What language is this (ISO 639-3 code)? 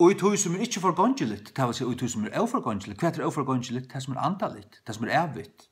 fao